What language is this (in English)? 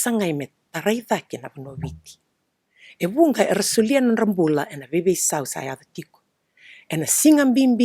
Fijian